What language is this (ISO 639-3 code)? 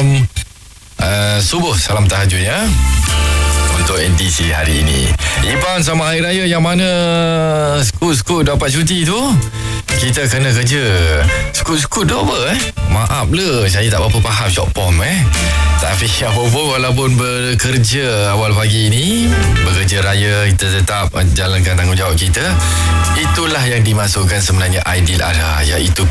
msa